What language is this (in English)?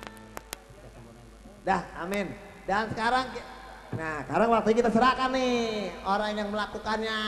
Betawi